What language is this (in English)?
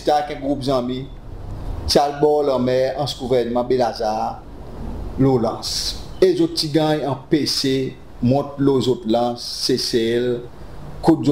Seselwa Creole French